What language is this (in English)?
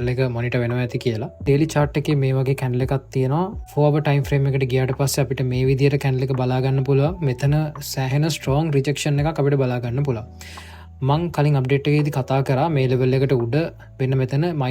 Sinhala